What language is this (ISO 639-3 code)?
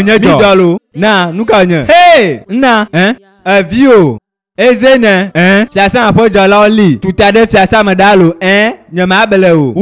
ewe